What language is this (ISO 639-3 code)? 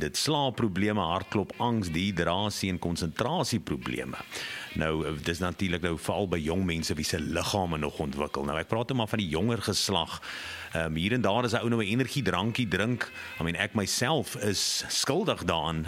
afr